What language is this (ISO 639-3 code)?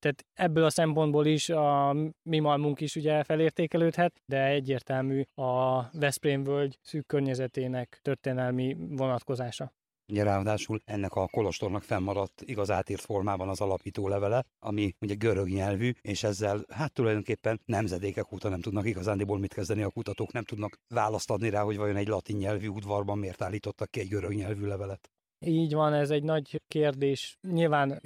hun